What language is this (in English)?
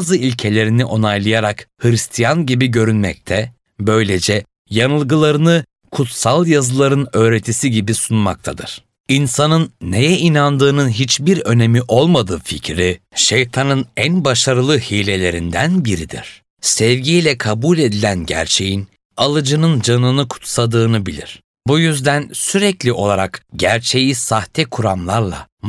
Turkish